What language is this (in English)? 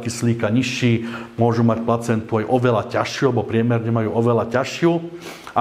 Slovak